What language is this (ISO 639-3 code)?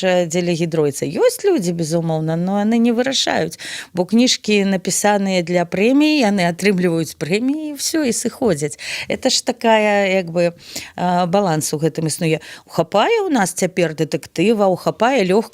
bel